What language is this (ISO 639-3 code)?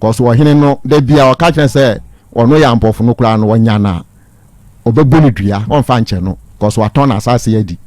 aka